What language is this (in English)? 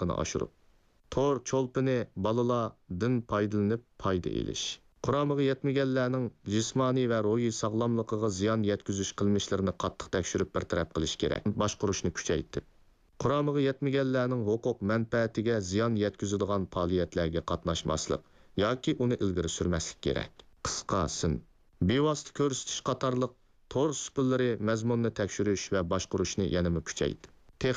Uyghur